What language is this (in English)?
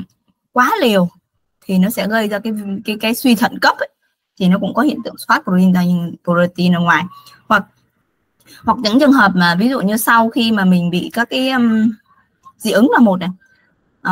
Vietnamese